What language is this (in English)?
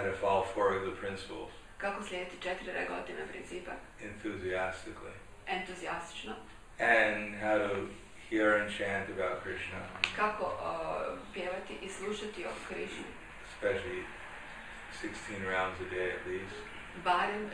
Croatian